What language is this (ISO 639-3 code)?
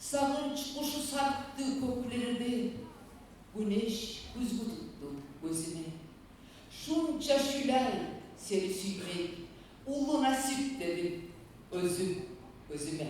kum